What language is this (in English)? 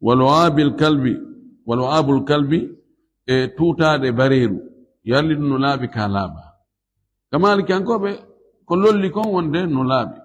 Fula